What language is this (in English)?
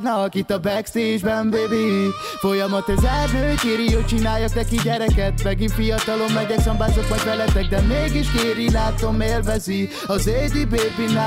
Hungarian